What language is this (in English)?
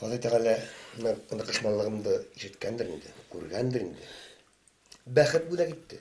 Bashkir